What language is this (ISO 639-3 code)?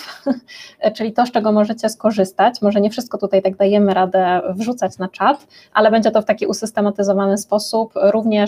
pol